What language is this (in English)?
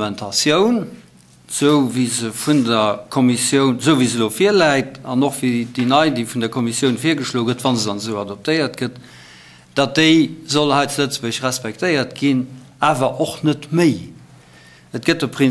Luxembourgish